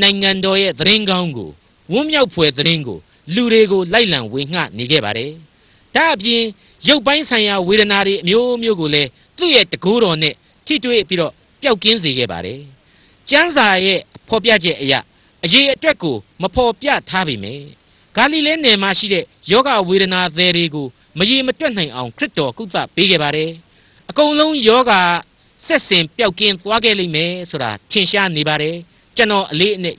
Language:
Burmese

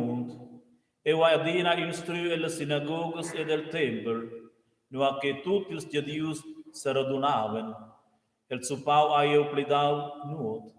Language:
Romansh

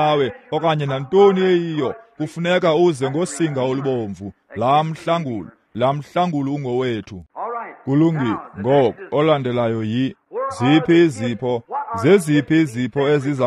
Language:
Xhosa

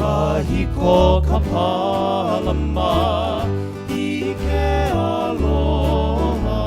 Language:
Hawaiian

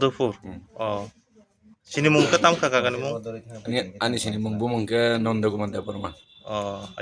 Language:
Kok Borok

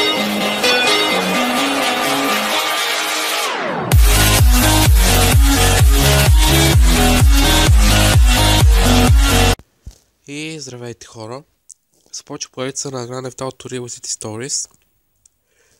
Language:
Bulgarian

